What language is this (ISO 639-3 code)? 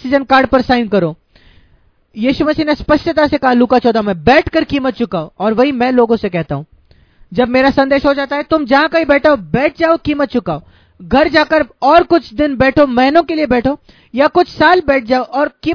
hin